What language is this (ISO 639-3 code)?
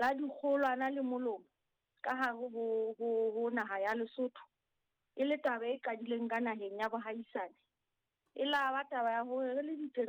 sot